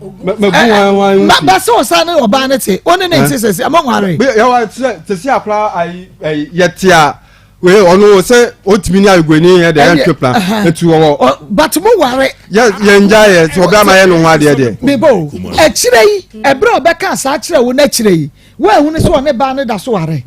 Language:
Akan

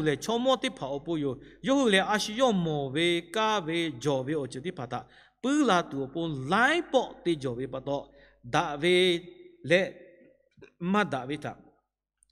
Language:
Lahu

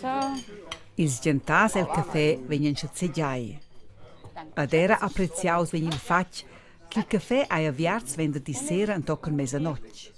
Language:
Romansh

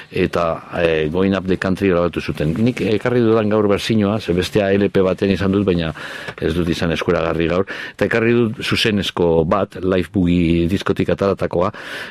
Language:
Basque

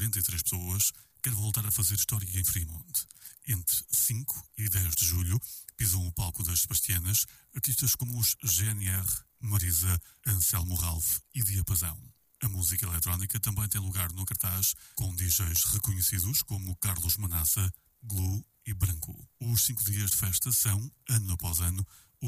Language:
Portuguese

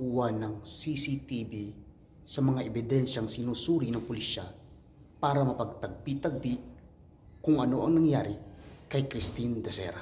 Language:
Filipino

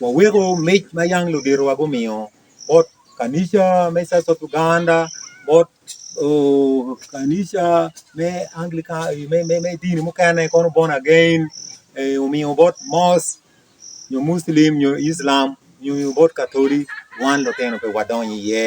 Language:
Acoli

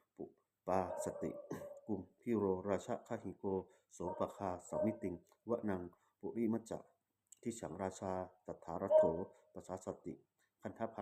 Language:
Pali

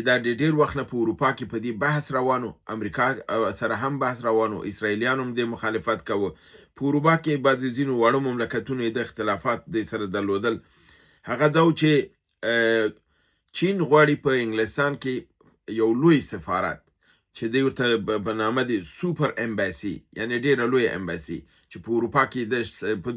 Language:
Pashto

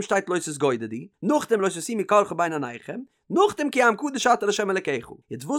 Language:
Yiddish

